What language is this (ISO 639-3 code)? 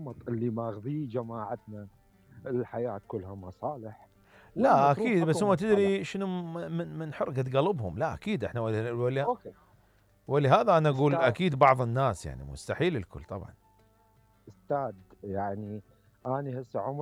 acm